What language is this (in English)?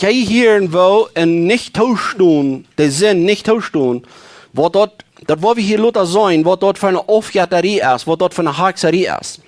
Plautdietsch